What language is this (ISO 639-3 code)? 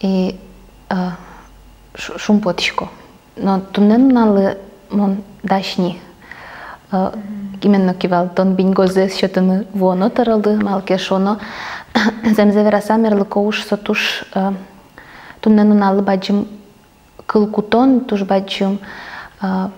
udm